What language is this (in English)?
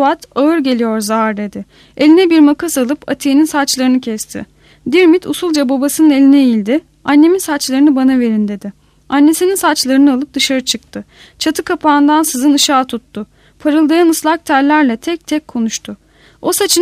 Turkish